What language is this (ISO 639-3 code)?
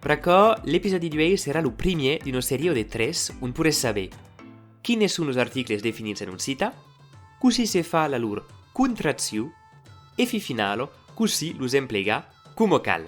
oci